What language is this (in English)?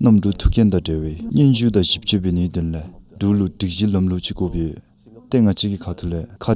Dzongkha